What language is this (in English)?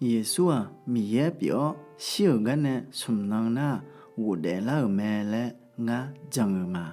Akha